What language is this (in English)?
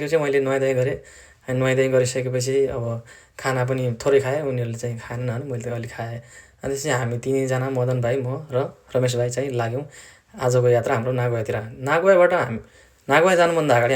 Nepali